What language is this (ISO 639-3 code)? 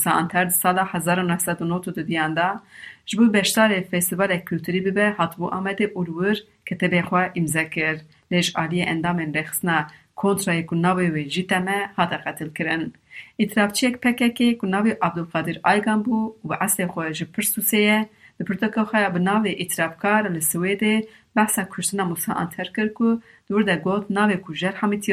kur